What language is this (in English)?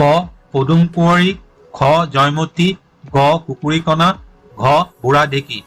Assamese